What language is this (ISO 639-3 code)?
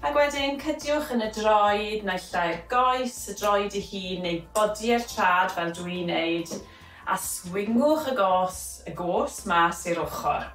cym